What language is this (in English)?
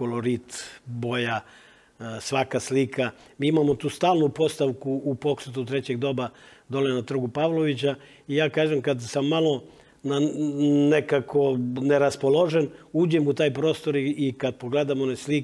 Serbian